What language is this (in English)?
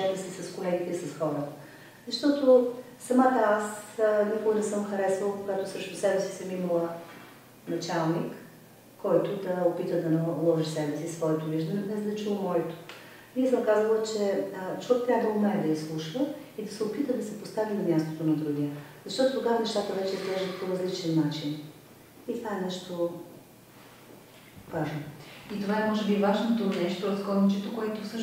Bulgarian